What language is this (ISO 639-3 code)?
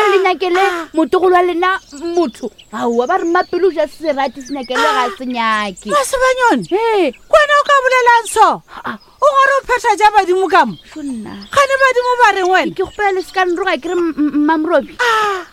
nso